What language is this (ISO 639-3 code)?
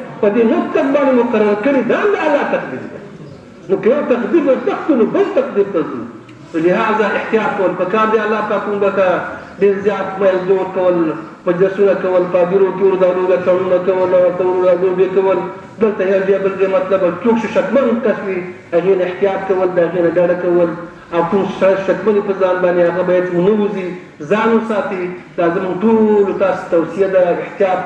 pus